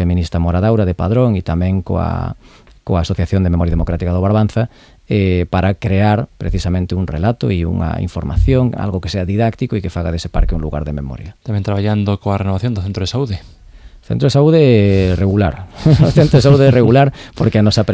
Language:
Galician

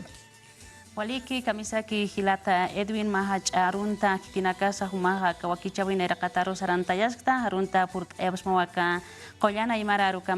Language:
Aymara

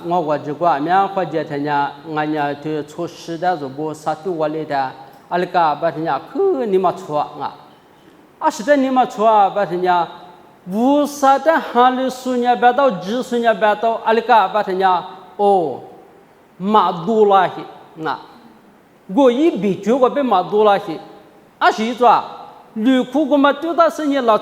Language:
Lisu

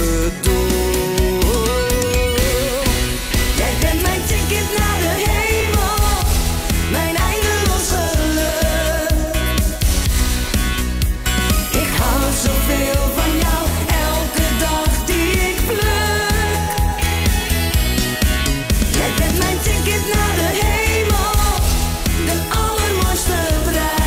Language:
Dutch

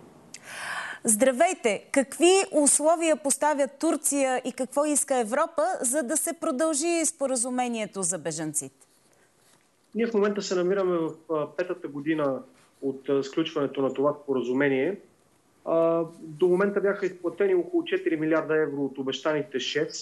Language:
Bulgarian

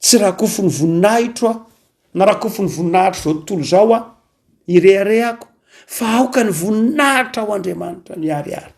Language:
Malagasy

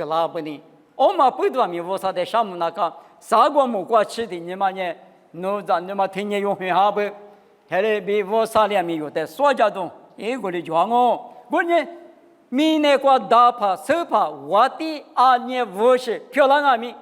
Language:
Lisu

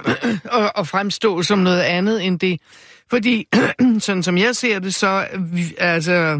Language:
Danish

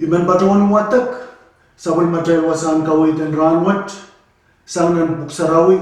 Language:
Pohnpeian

